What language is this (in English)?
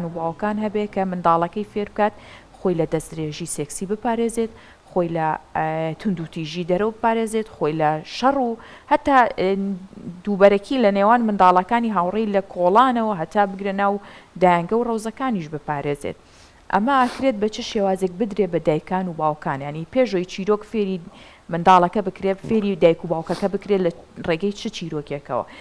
Central Kurdish